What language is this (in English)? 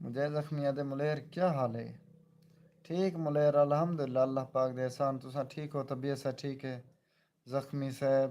Saraiki